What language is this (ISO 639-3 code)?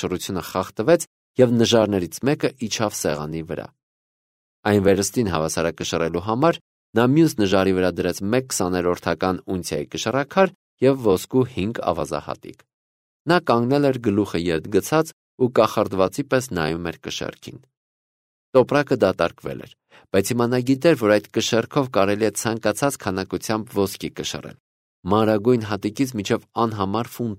hye